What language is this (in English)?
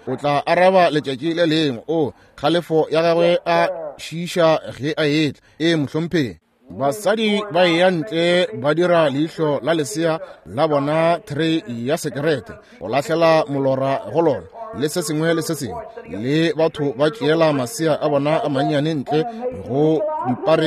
Northern Sotho